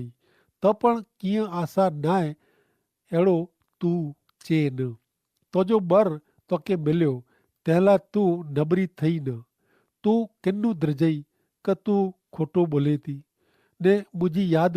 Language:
Kachhi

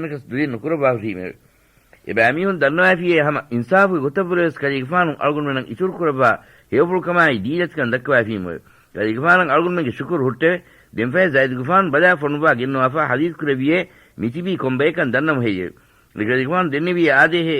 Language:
Divehi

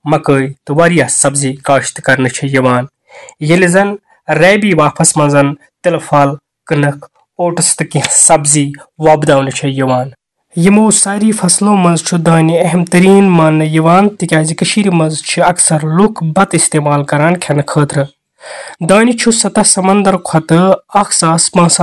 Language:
Kashmiri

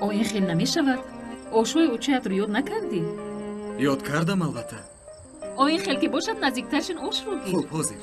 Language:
Tajik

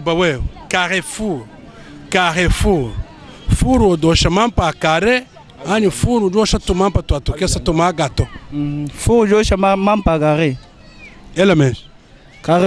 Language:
Luba-Lulua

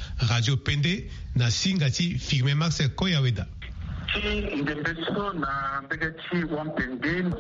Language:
Sango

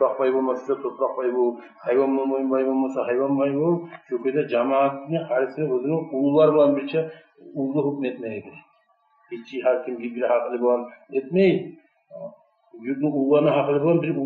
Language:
Kumyk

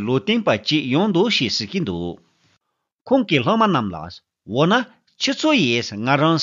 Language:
Tibetan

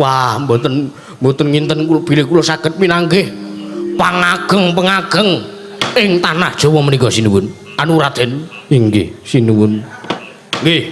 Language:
Javanese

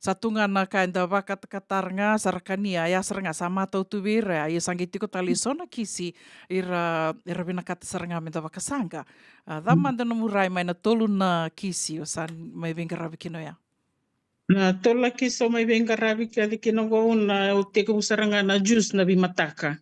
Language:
Fijian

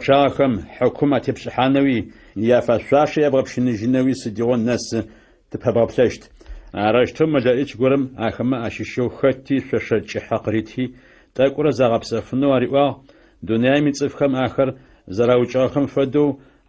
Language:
Adyghe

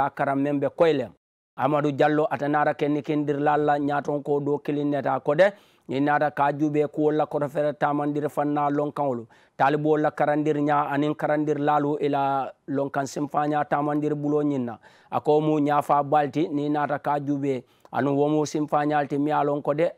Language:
Mandingo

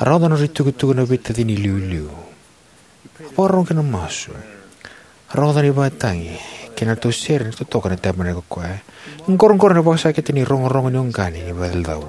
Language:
Fijian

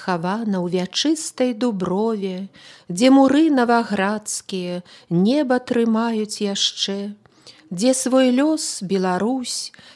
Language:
Belarusian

